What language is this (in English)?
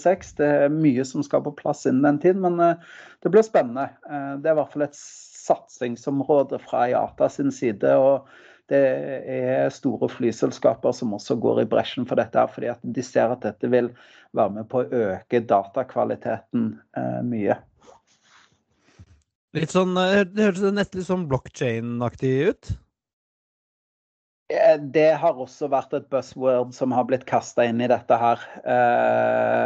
Norwegian